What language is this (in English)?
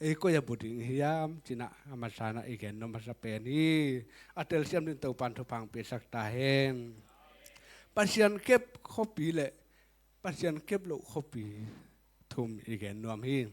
Tedim Chin